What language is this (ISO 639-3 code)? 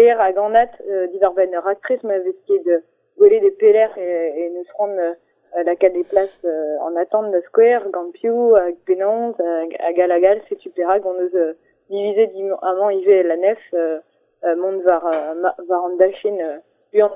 bre